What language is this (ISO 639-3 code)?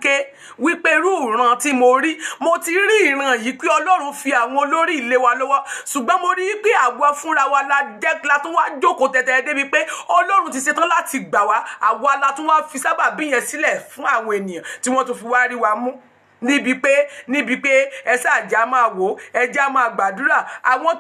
yor